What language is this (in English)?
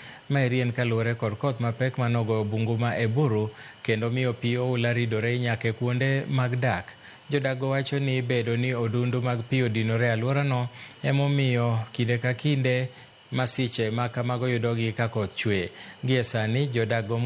Luo (Kenya and Tanzania)